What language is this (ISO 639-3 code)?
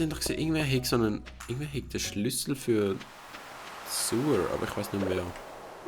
gsw